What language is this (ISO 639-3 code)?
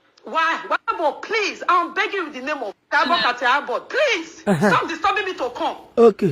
pcm